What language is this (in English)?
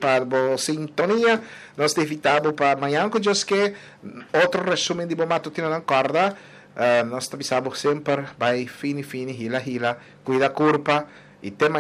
Papiamento